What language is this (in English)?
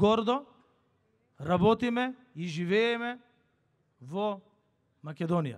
Macedonian